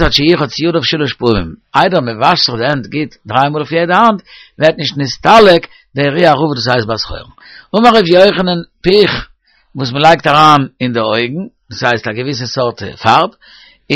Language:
Yiddish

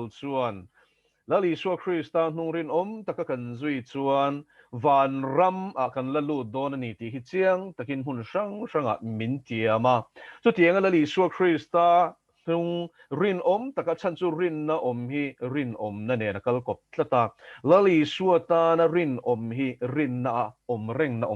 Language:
Mizo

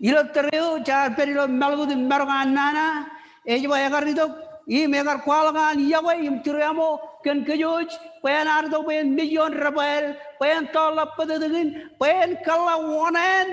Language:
Marshallese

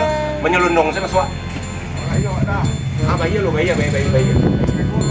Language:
Minangkabau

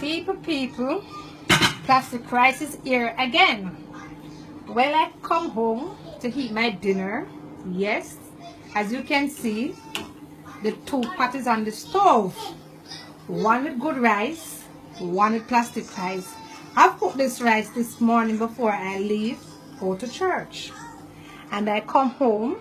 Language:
Jamaican Creole English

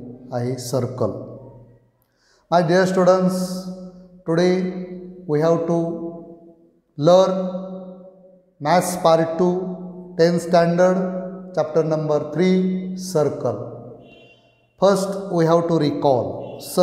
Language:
Marathi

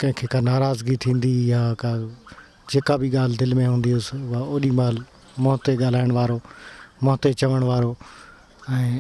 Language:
Sindhi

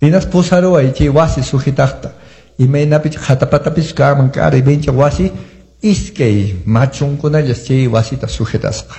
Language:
Quechua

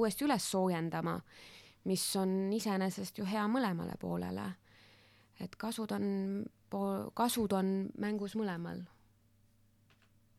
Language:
Estonian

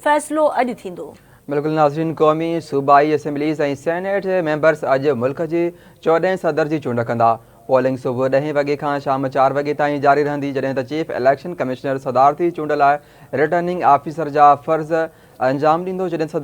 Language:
Sindhi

